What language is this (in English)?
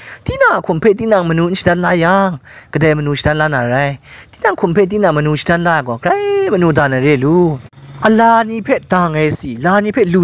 Kachin